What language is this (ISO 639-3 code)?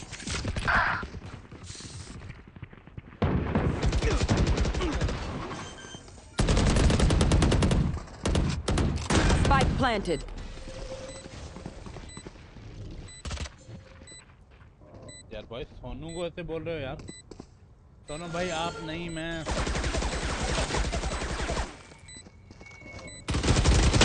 hin